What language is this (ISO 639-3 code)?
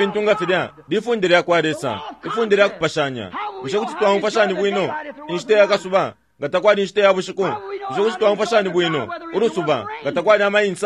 bem